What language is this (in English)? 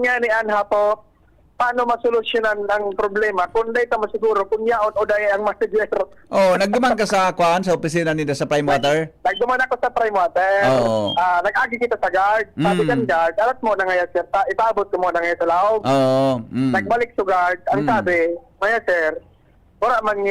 Bikol